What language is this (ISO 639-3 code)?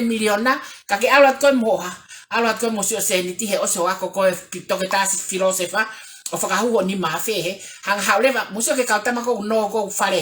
ton